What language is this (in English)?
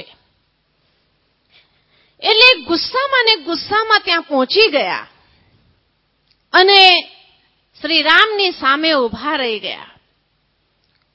Gujarati